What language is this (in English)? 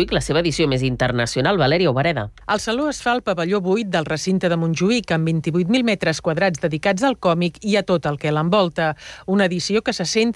Catalan